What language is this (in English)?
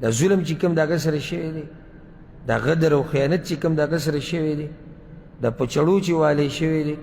Pashto